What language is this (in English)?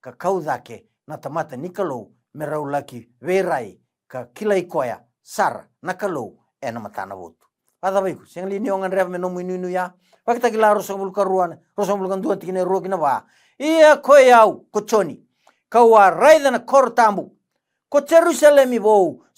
Fijian